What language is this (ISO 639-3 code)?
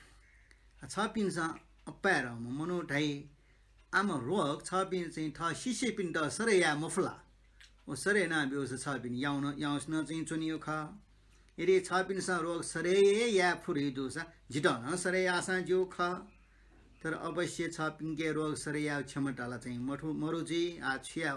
new